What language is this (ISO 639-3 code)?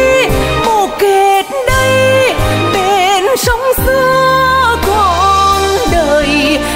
vie